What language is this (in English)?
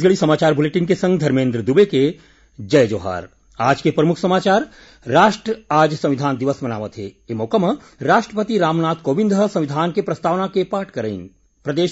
Chhattisgarhi